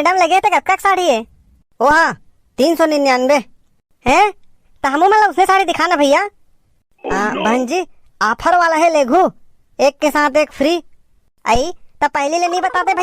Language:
Chhattisgarhi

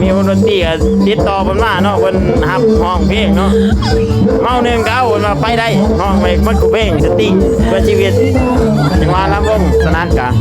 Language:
Lao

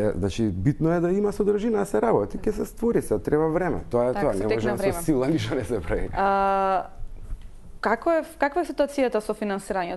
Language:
Macedonian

